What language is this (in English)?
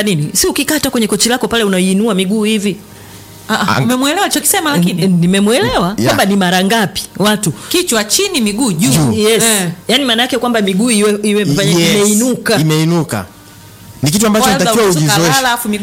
Swahili